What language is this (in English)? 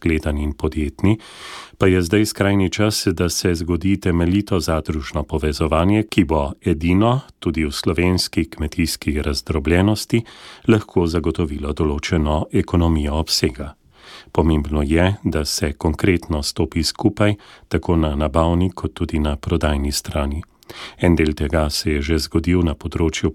Slovenian